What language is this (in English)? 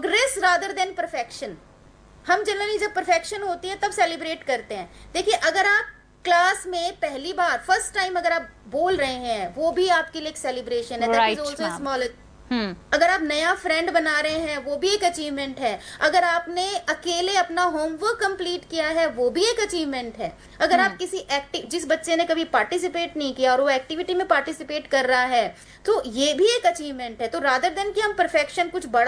Hindi